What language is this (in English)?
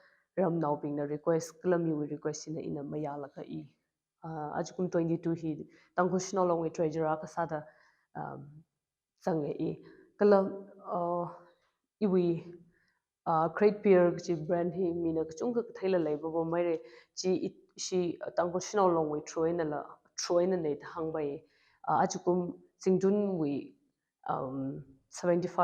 Tangkhul Naga (India)